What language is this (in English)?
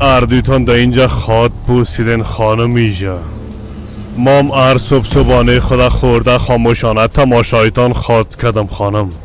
Persian